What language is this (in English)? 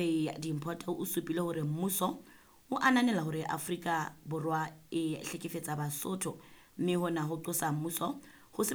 Southern Sotho